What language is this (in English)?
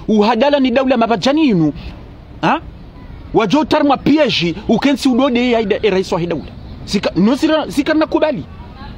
Ngazidja Comorian